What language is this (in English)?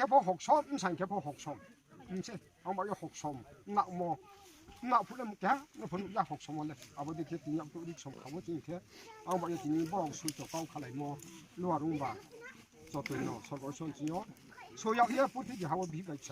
Riang (India)